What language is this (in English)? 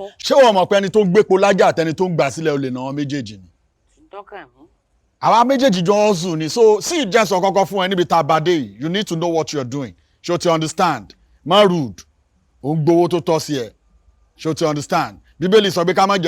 Yoruba